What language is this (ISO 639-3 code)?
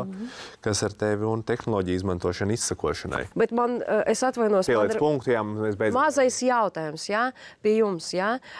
lav